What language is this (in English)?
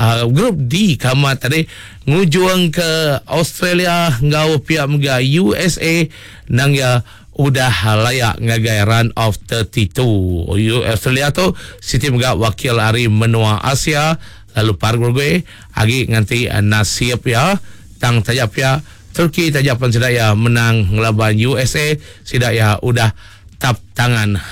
Iban